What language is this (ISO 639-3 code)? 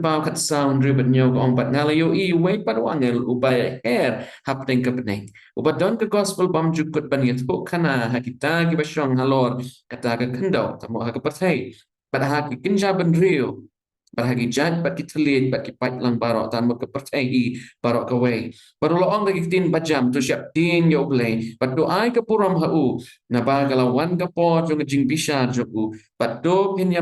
kha